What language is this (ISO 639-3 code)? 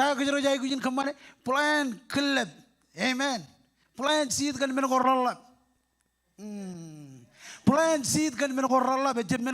mah